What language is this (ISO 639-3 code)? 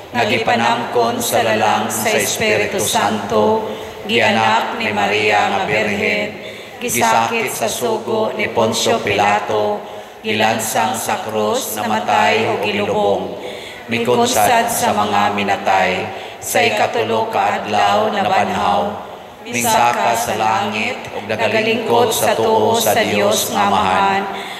ceb